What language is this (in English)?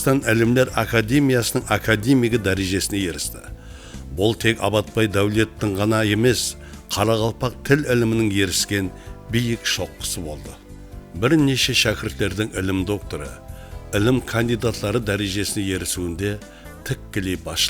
Kara-Kalpak